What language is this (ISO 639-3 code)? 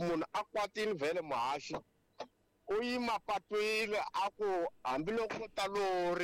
tso